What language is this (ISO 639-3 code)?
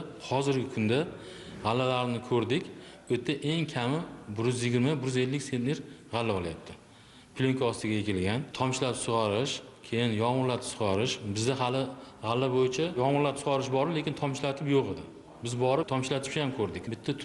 uzb